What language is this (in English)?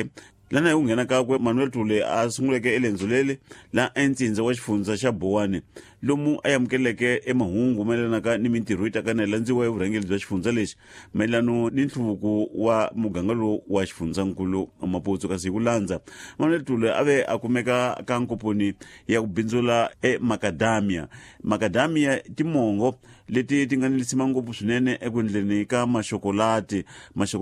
Tsonga